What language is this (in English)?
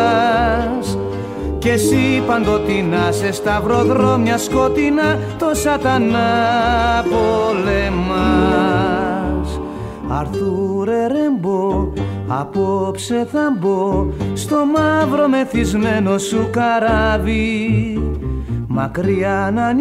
Greek